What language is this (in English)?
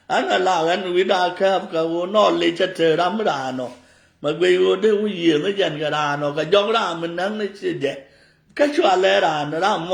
Nuer